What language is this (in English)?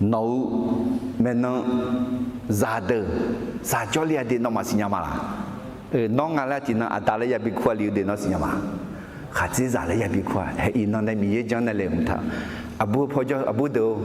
Akha